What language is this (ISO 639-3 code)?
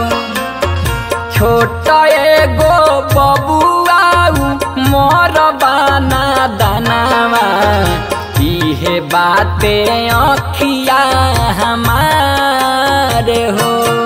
bho